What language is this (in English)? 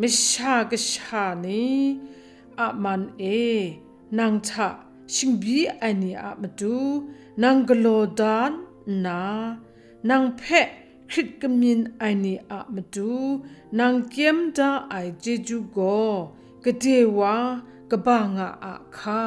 Kachin